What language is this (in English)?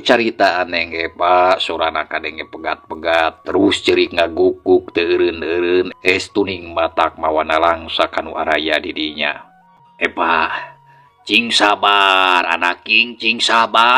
Sundanese